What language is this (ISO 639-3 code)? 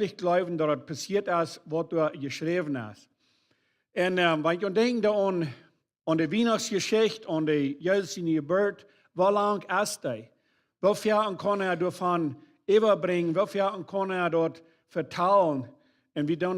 pdt